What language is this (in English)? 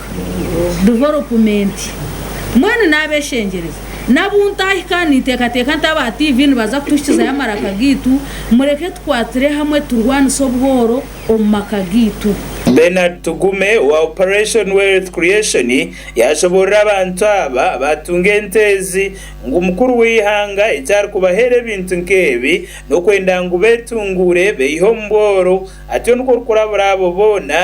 Nyankole